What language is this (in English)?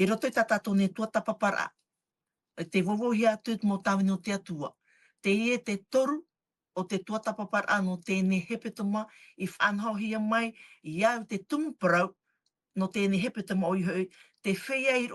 Tahitian